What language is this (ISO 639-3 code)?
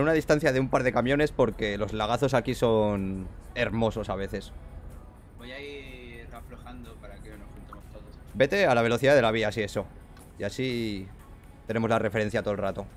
spa